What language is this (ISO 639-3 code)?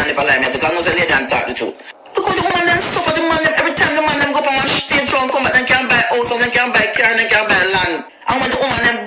jam